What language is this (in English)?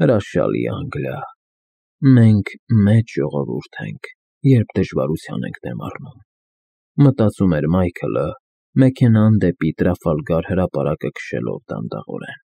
Armenian